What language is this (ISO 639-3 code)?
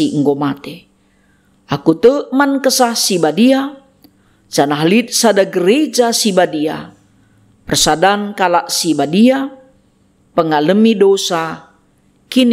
btx